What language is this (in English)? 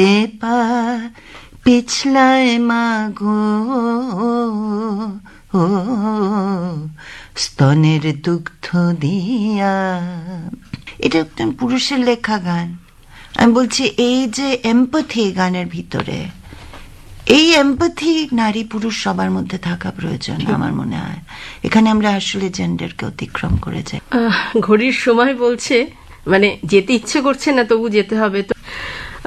Bangla